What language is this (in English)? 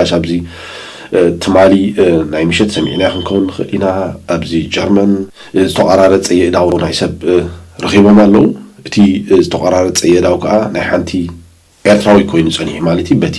Tigrinya